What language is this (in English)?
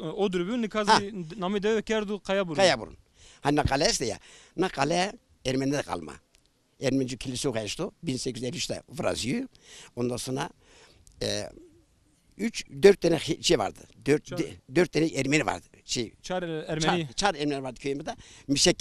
Zaza